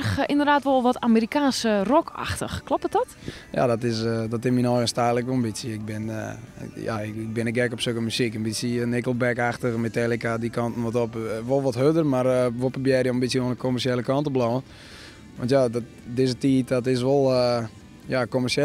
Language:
Western Frisian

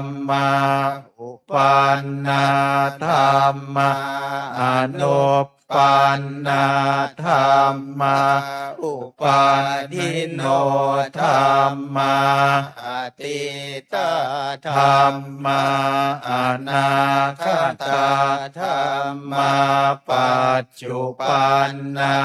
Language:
Pali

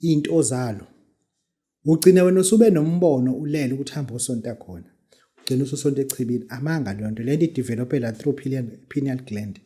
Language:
Zulu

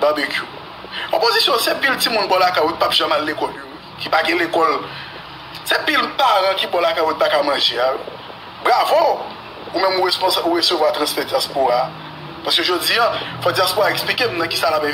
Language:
Haitian Creole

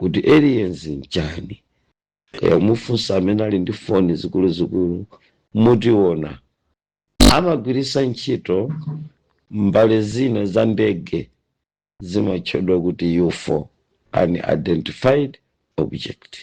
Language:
Nyanja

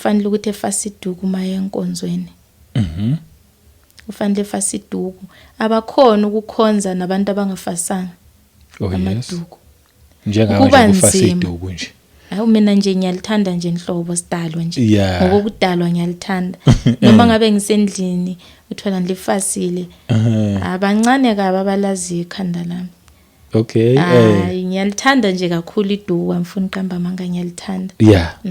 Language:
Zulu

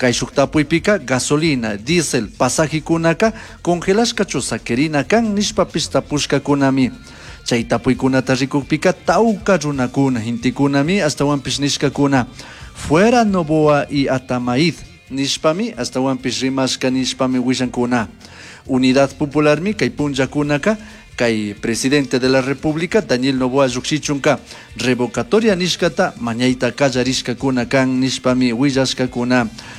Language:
Chimborazo Highland Quichua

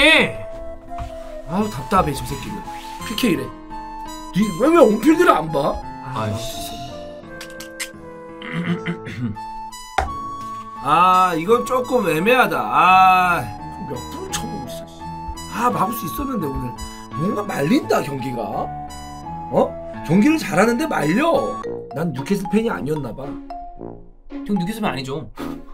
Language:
Korean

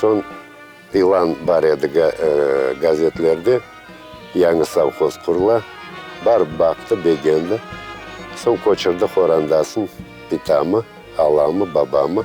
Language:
Crimean Tatar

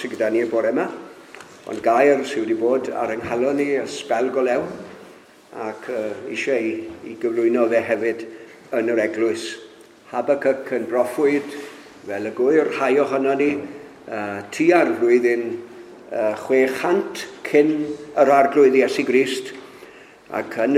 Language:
Welsh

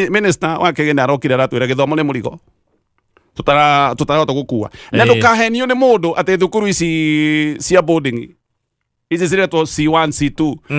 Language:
Kikuyu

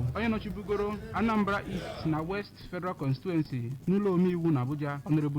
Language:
Igbo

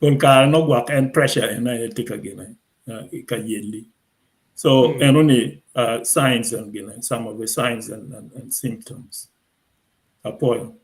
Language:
Acoli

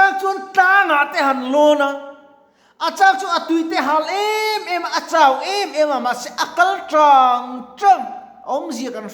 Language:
Mizo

